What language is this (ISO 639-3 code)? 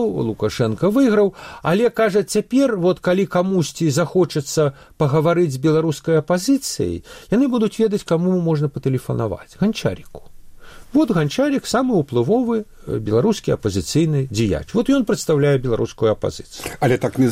bel